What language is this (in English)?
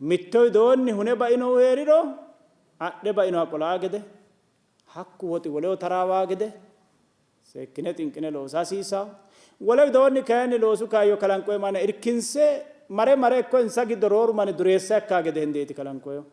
Sidamo